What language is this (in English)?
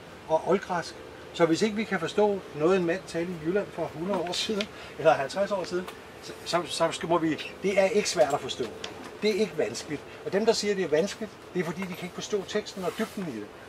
Danish